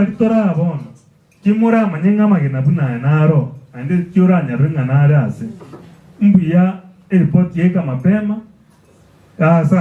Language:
Gusii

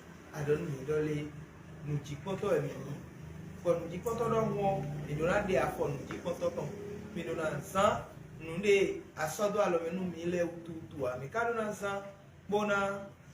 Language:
Fon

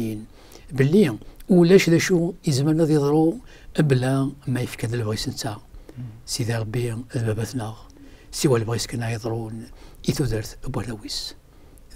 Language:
Kabyle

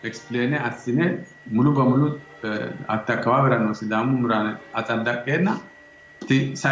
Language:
Sidamo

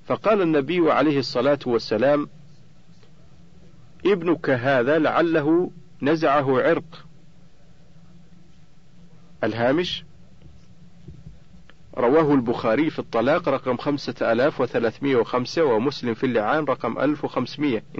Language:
Arabic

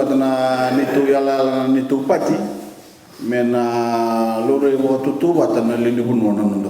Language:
Fijian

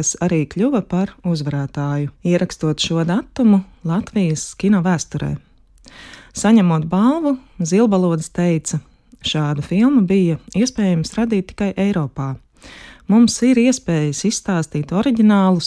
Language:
Latvian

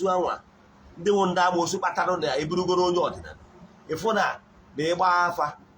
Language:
Igbo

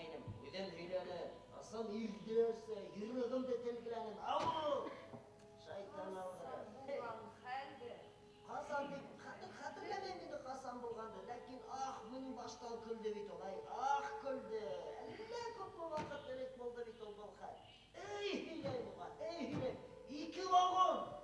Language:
Bashkir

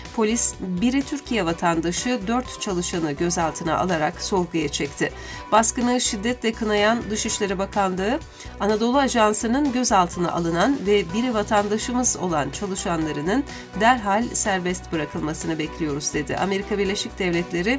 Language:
Turkish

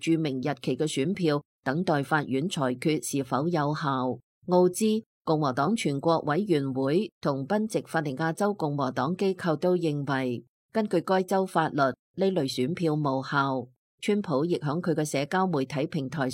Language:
Cantonese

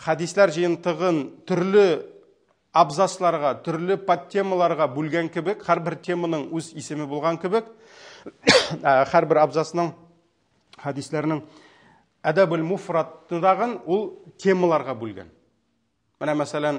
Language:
Tatar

